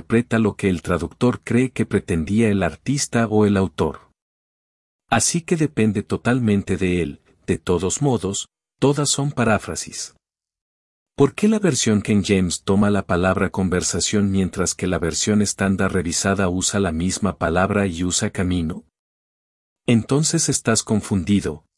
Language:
Spanish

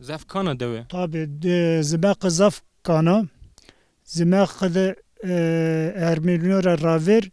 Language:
Zaza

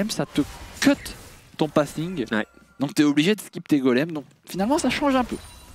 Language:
French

